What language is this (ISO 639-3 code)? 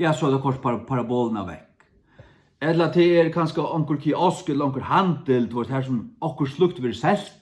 fao